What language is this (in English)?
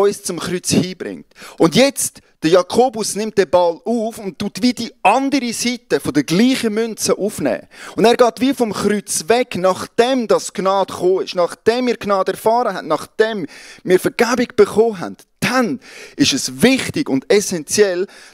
Swiss German